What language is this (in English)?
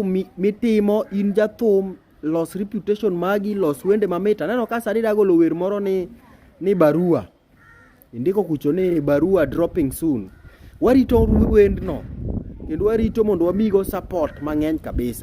Luo (Kenya and Tanzania)